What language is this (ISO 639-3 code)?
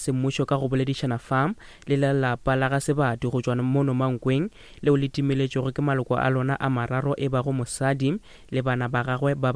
nso